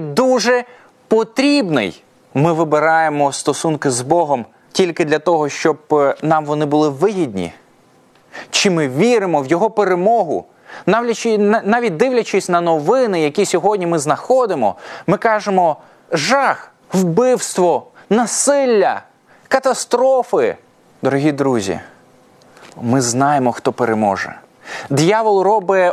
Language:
Ukrainian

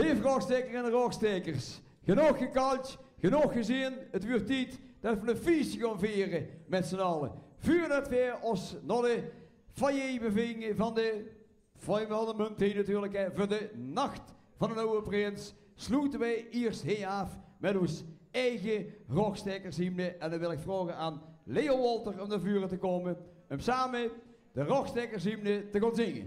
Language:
Limburgish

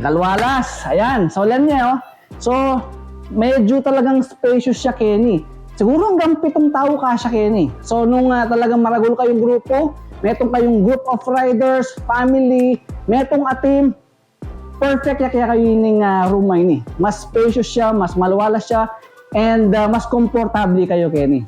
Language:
Pampanga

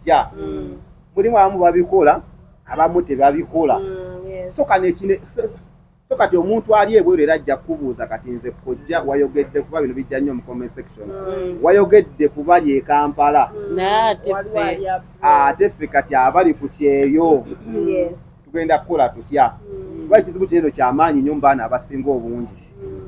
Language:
Ganda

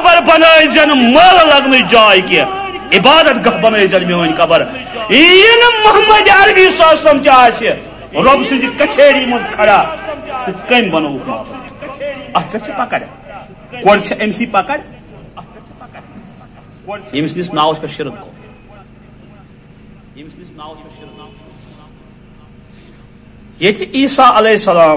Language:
Kashmiri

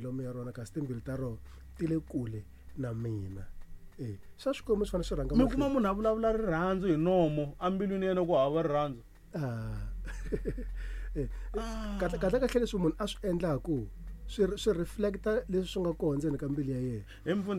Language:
Tsonga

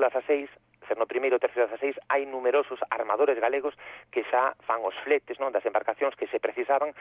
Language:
Galician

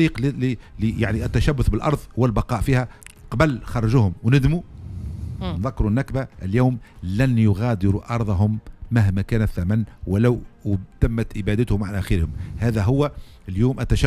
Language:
Tunisian Arabic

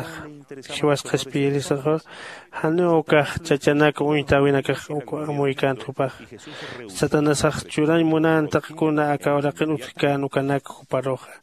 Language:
Aymara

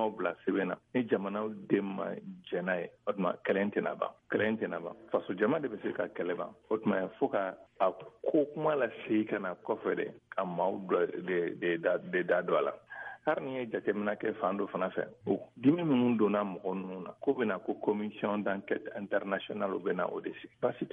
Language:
Bambara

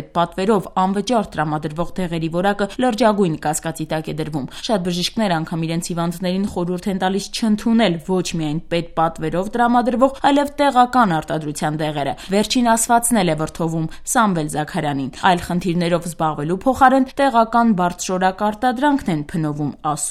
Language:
Armenian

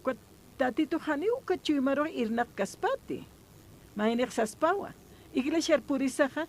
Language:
Aymara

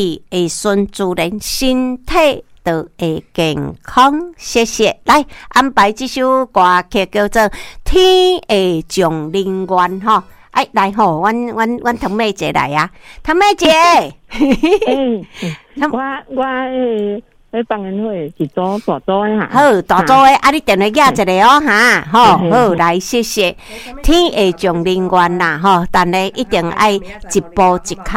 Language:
Min Nan Chinese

